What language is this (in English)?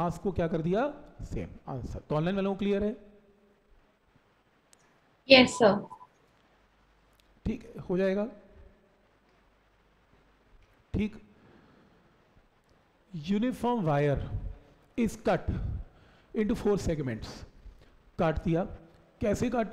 Hindi